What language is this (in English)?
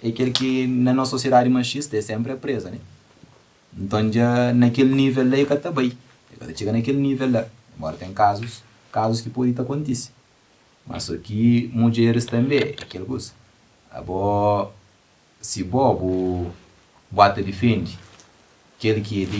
Kabuverdianu